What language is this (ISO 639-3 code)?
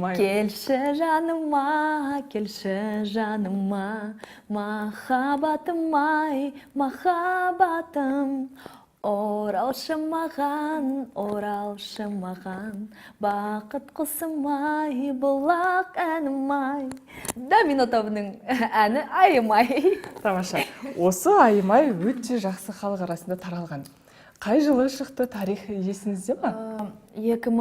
kaz